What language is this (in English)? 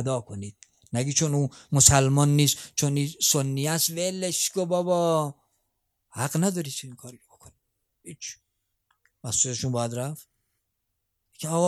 Persian